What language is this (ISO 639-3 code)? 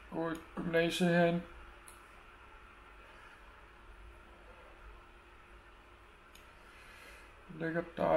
dan